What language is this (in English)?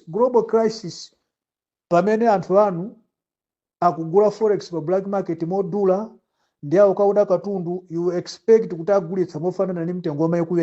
Nyanja